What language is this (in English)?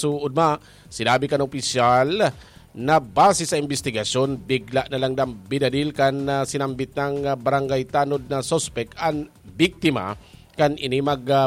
Bikol